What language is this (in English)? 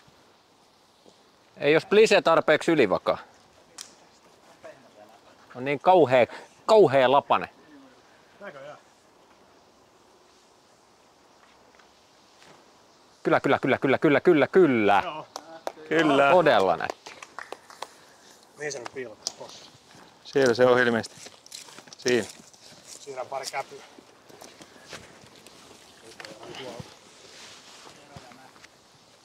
Finnish